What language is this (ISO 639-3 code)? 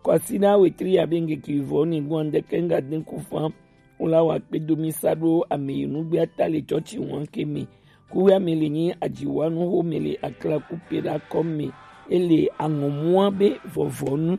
gej